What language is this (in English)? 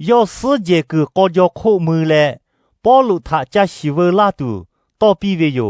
Lahu